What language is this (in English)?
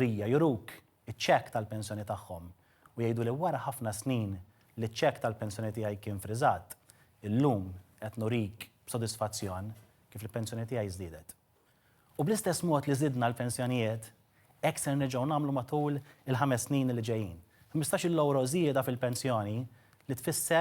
Maltese